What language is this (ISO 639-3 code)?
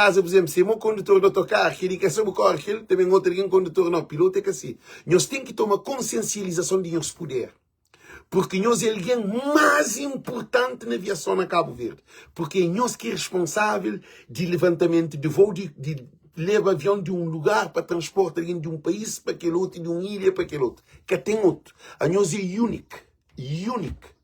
kea